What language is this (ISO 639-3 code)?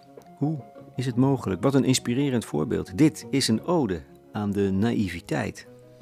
nld